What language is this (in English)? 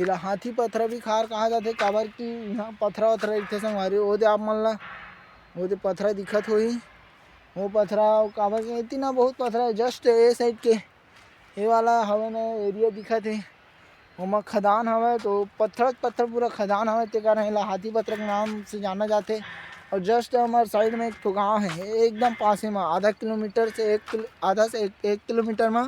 Chhattisgarhi